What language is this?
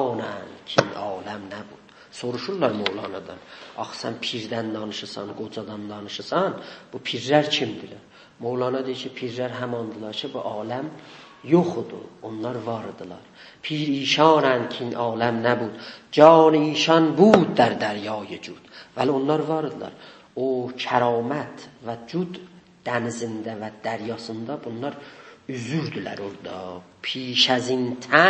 South Azerbaijani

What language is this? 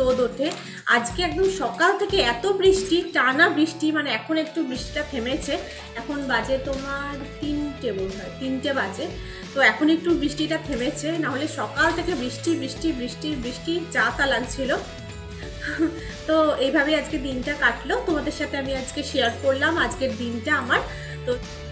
Bangla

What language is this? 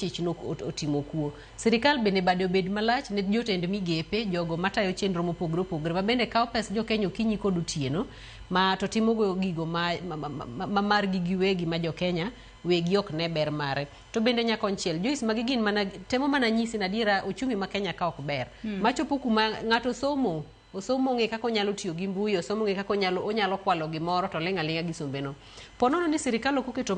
Luo (Kenya and Tanzania)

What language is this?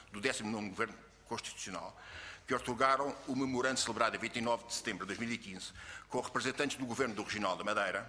Portuguese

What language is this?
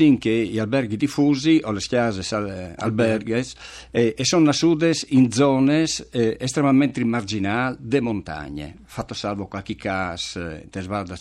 Friulian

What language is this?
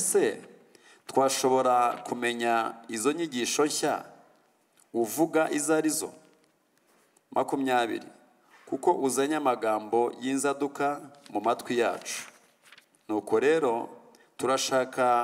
Kinyarwanda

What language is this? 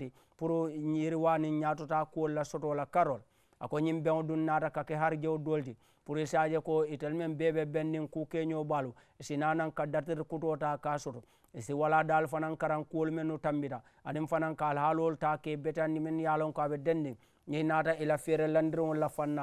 Mandingo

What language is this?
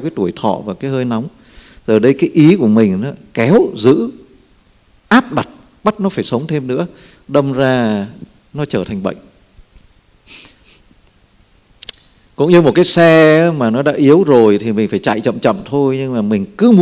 Vietnamese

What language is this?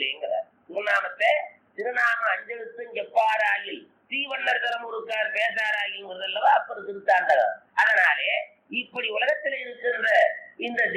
Tamil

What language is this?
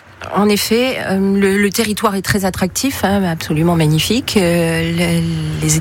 French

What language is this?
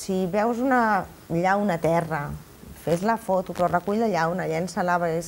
Catalan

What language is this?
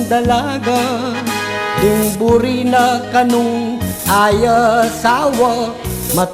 Pampanga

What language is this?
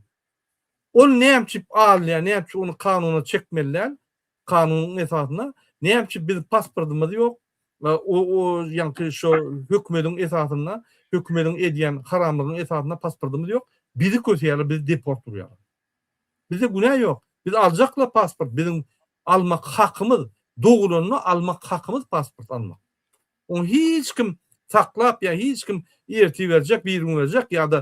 Turkmen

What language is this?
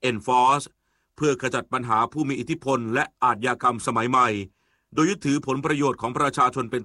Thai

